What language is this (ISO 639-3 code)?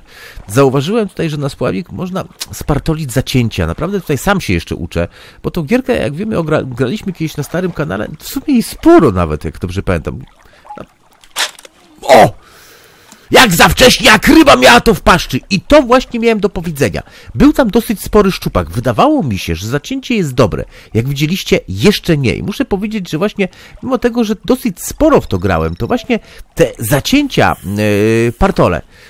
pol